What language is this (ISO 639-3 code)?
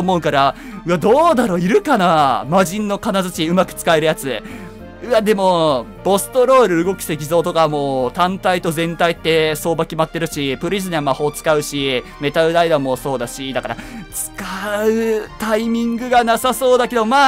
jpn